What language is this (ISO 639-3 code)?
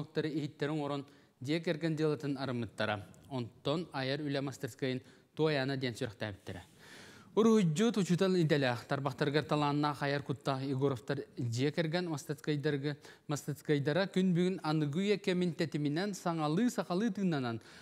sah